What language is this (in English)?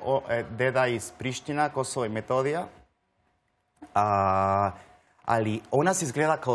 Serbian